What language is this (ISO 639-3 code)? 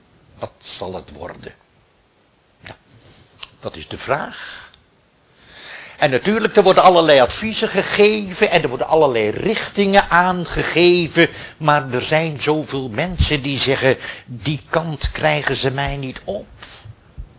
nld